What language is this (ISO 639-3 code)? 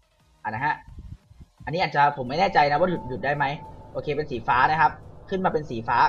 tha